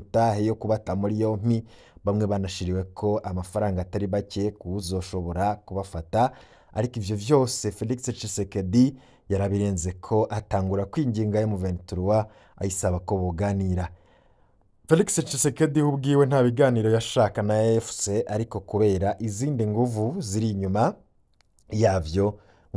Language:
Rundi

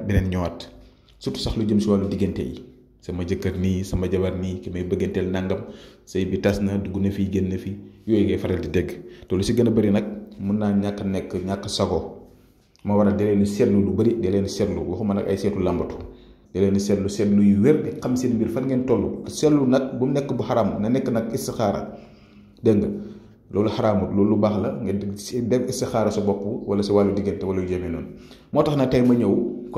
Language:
Wolof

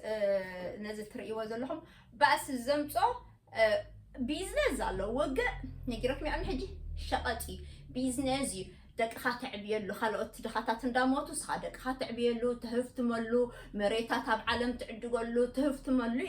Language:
Tigrinya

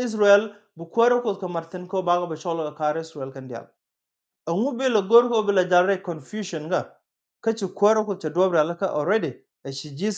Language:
Nuer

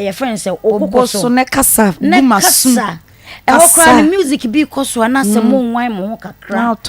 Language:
Akan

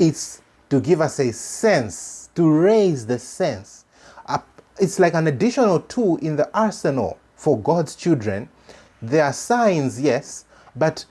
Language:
English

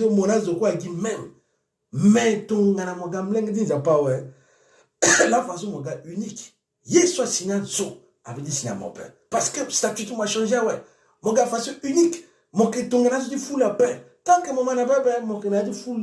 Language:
Sango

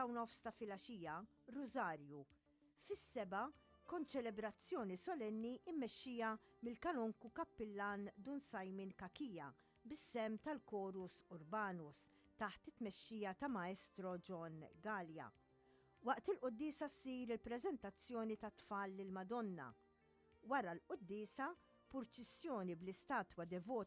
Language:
Maltese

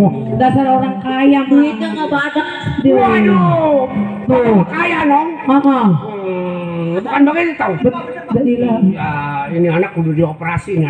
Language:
Betawi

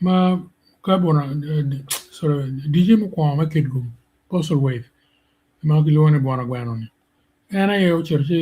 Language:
Acoli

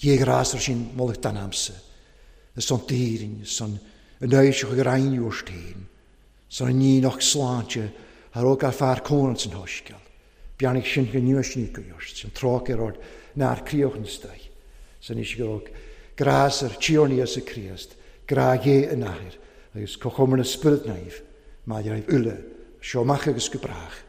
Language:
Welsh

